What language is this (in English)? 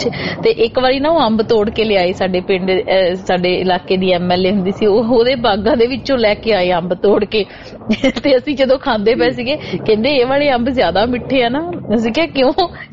Punjabi